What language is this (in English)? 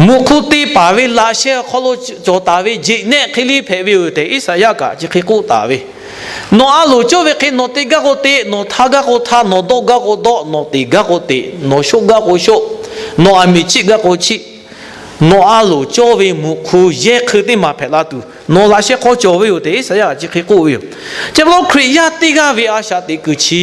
Lahu